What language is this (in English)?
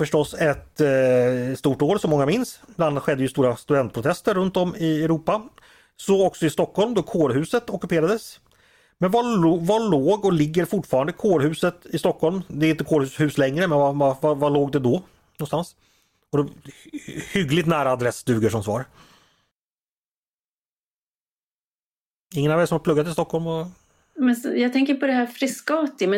Swedish